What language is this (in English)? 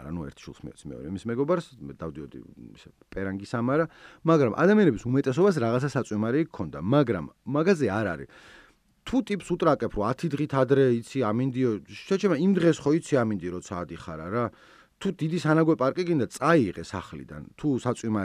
Georgian